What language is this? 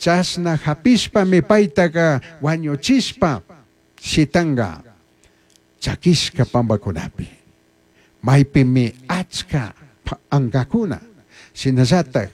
Chimborazo Highland Quichua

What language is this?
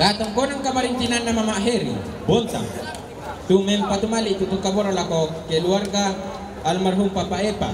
Toraja-Sa'dan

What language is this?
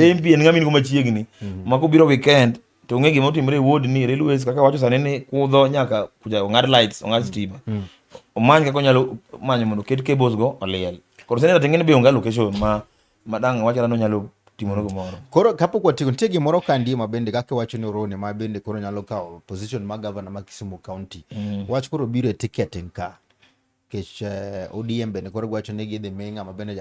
Luo (Kenya and Tanzania)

